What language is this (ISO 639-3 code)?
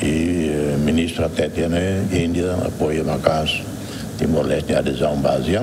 tet